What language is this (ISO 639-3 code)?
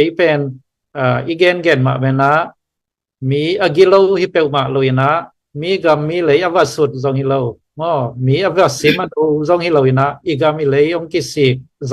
ctd